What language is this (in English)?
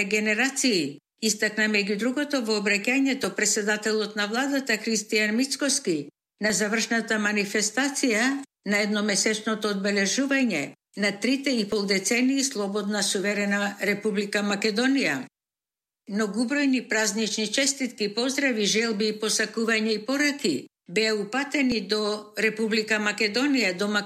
Macedonian